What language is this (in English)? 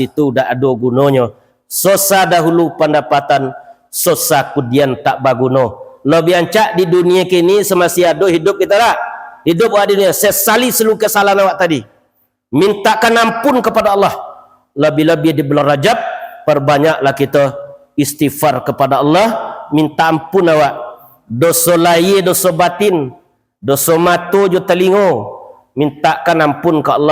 Minangkabau